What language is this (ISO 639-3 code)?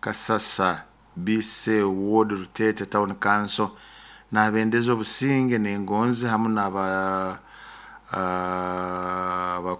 nyo